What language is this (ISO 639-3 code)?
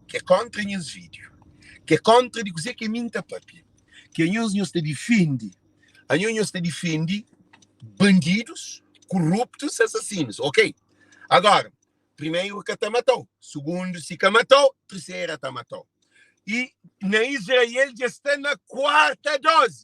kea